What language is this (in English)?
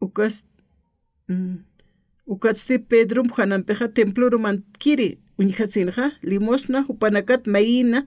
Aymara